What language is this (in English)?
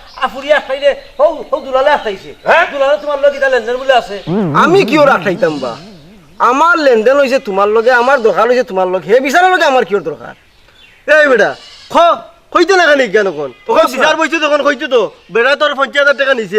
Sylheti